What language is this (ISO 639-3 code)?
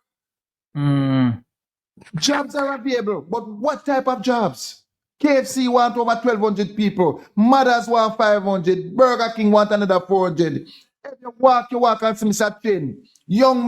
jam